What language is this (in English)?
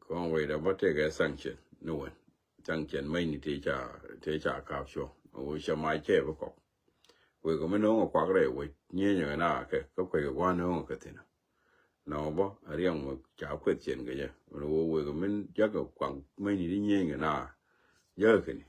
Nuer